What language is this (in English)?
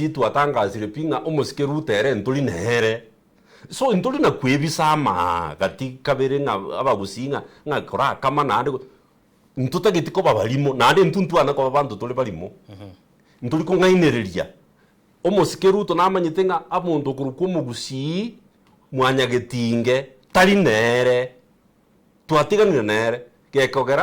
Gusii